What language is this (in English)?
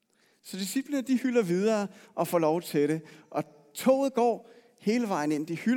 Danish